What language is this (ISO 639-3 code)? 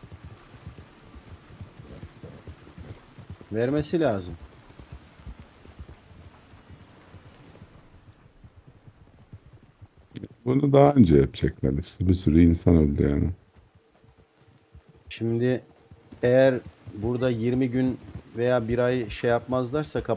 tur